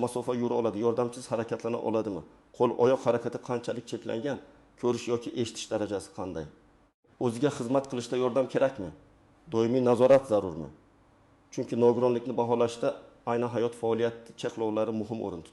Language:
Uzbek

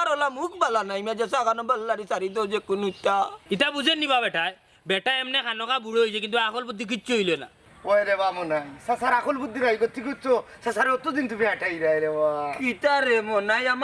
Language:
Sylheti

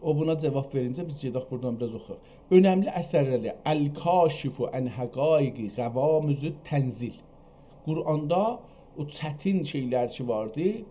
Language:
South Azerbaijani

